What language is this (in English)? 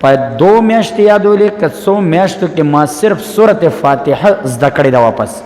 Pashto